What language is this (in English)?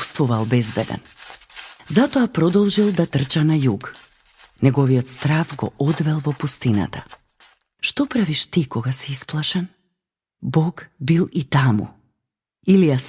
Macedonian